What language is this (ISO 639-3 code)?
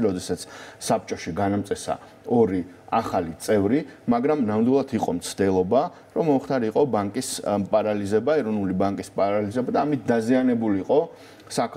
kat